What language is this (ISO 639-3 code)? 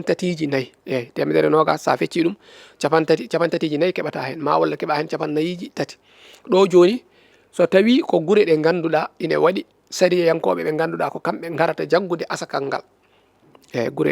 ful